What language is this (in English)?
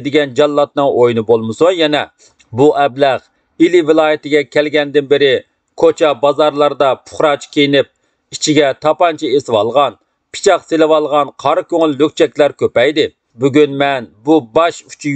Uyghur